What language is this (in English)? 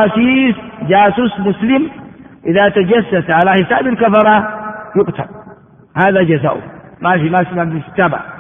Arabic